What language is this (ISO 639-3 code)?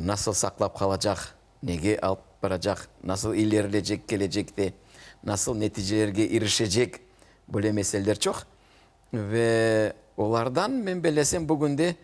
crh